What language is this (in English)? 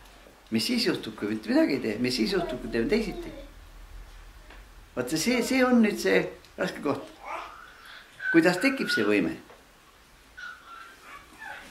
Estonian